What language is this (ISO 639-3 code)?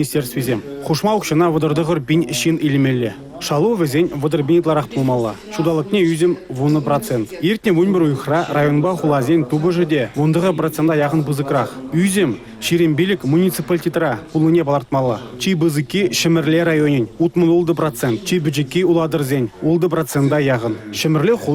chv